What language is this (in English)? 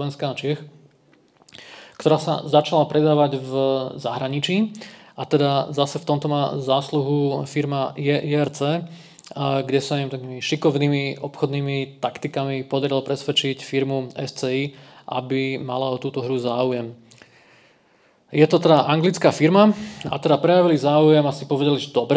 Slovak